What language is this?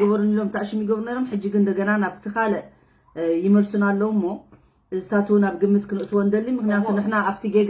Tigrinya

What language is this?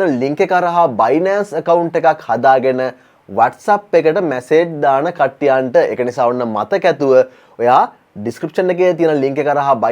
Sinhala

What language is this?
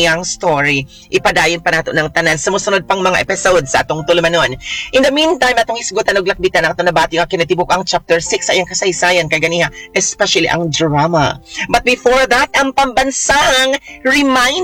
Cebuano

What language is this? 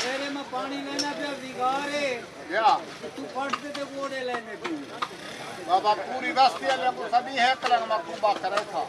Saraiki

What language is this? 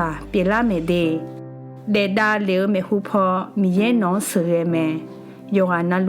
Akha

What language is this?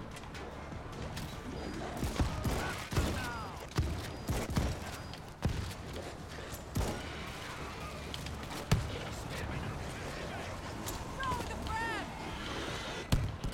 Polish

